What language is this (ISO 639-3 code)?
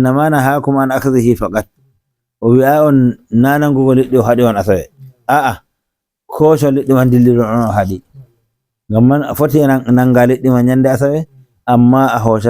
fuv